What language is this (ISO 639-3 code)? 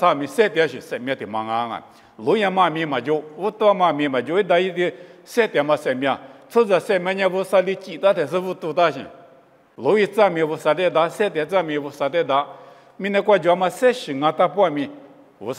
lis